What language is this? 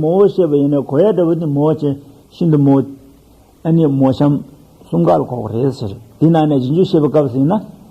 Tibetan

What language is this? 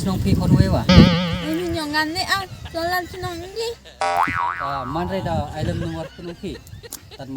Khasi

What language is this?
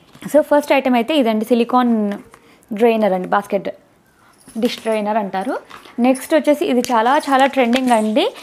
Telugu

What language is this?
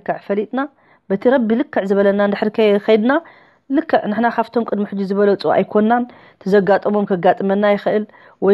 Tigrinya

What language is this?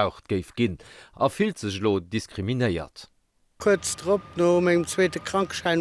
Luxembourgish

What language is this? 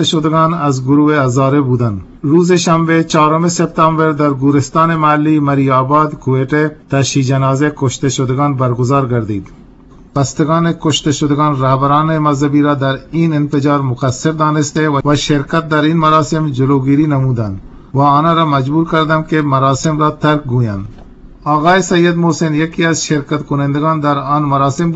Eastern Balochi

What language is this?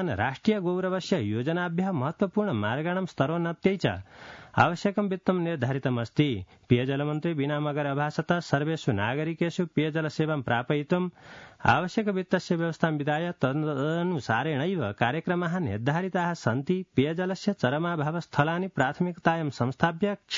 Sanskrit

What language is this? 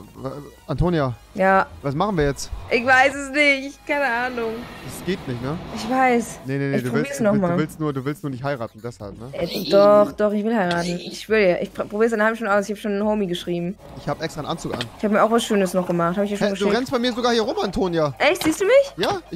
German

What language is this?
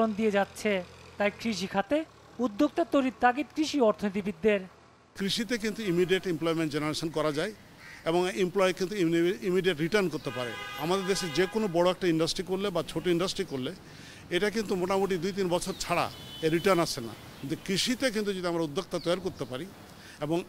Bangla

